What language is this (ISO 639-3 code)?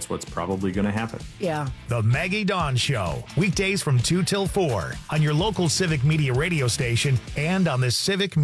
eng